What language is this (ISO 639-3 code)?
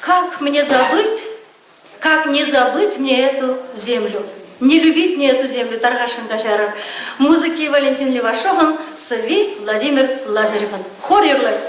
chv